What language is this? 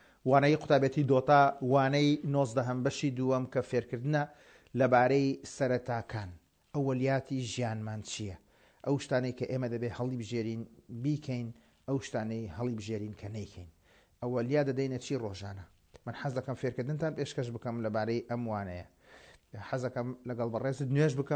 Central Kurdish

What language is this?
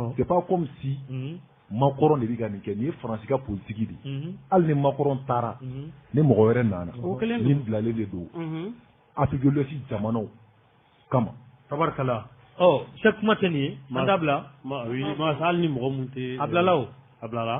Bambara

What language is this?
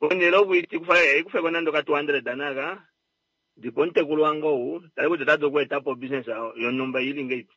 Kuanyama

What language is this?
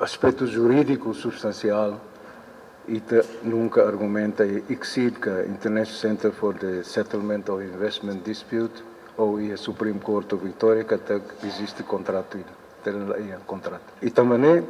Tetum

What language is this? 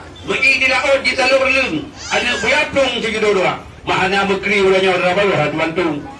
Achinese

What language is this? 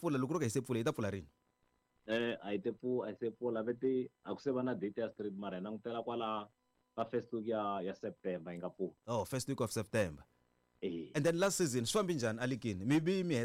Tsonga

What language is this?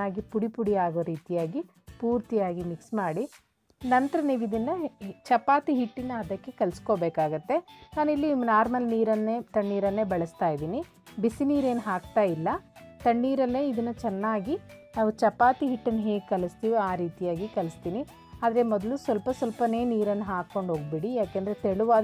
Kannada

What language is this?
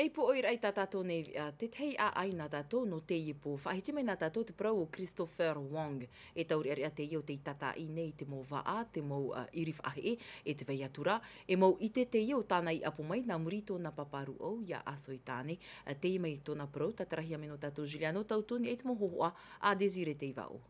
Tahitian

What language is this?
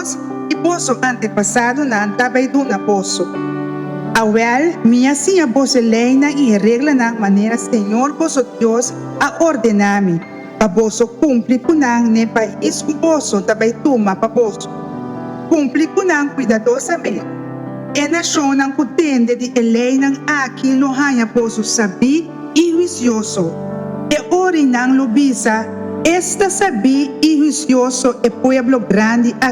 Papiamento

